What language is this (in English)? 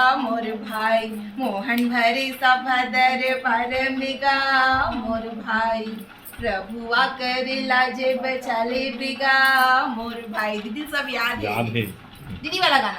Chhattisgarhi